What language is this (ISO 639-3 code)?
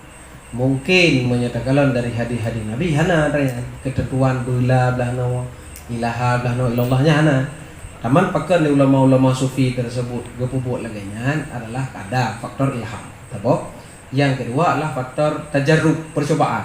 ace